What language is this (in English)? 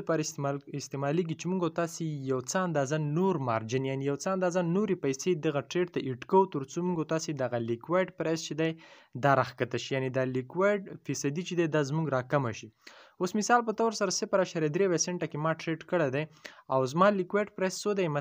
Pashto